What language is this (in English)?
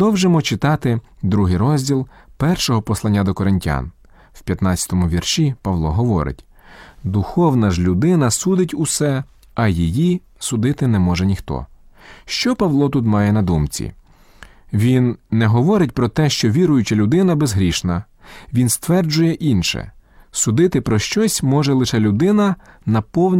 Ukrainian